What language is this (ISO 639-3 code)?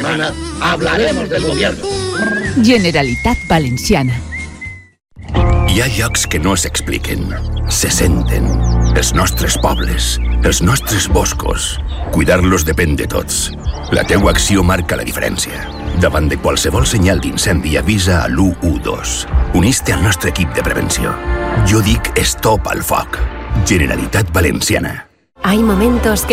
cat